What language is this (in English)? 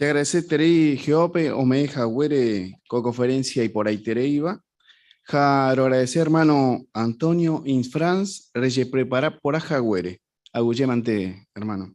Guarani